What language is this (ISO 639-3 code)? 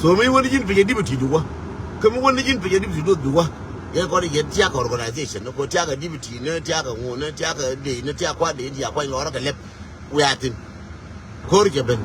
nus